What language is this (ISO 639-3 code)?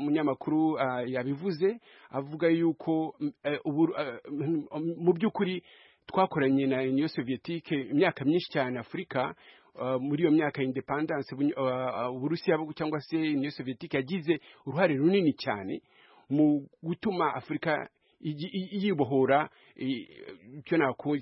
kin